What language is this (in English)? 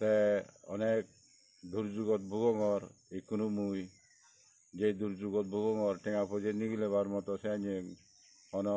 Chakma